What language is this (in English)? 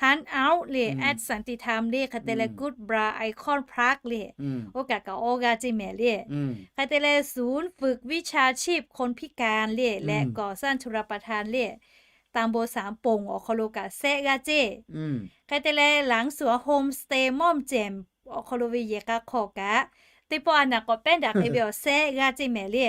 Lahu